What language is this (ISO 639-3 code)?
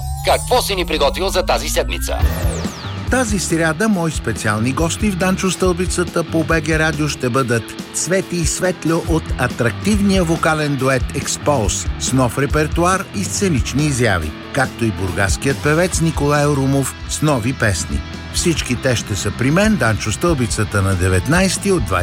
bul